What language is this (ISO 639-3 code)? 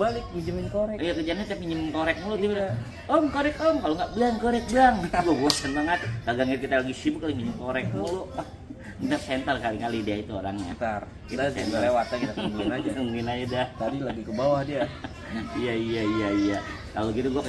bew